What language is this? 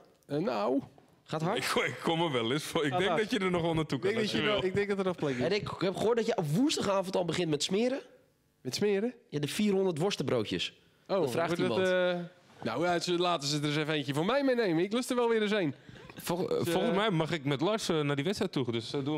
Dutch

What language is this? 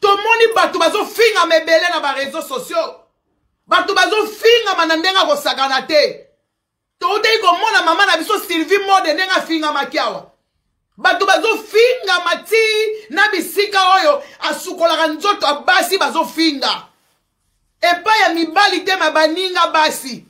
Lingala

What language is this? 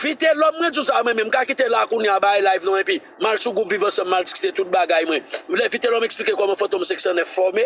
Haitian Creole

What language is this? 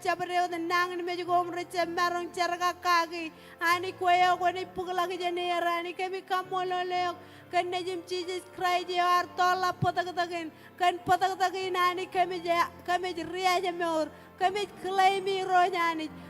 Marshallese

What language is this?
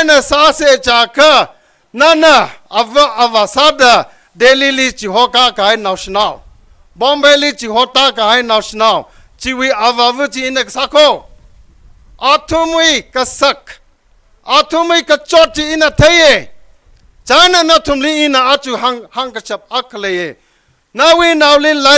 Tangkhul Naga (India)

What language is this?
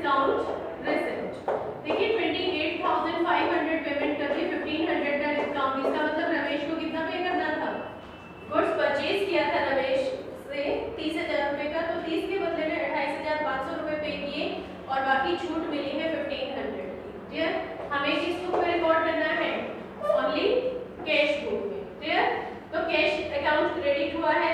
Hindi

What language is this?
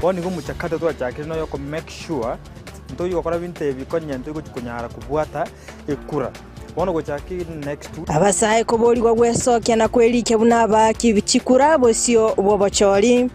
Gusii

